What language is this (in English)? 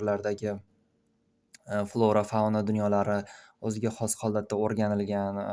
Uzbek